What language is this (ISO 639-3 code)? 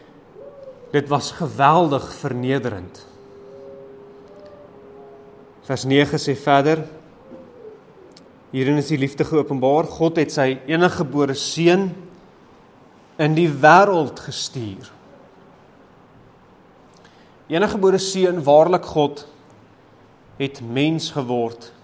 afr